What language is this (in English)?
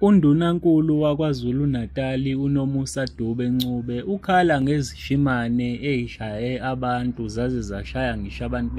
Zulu